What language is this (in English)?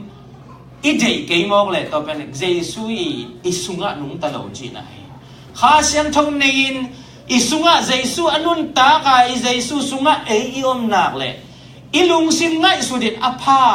Tedim Chin